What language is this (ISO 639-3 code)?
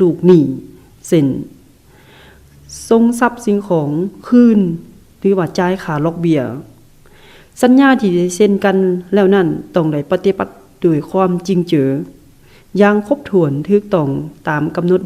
lao